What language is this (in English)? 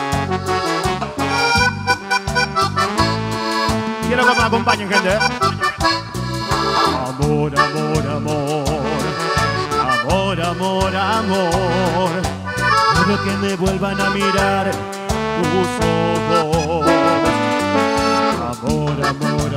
Spanish